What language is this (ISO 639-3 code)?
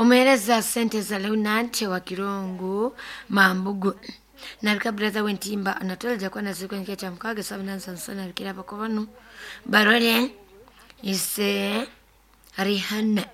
nyo